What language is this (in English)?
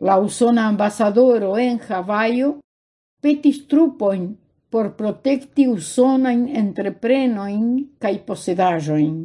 Esperanto